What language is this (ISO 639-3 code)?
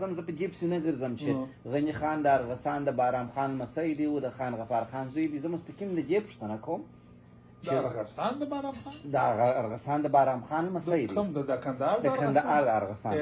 pus